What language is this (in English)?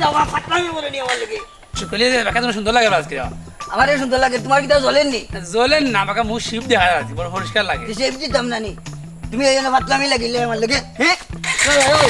Sylheti